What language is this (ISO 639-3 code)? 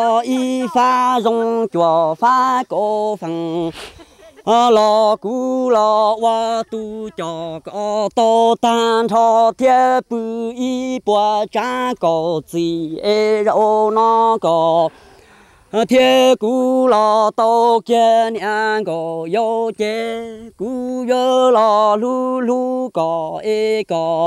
vie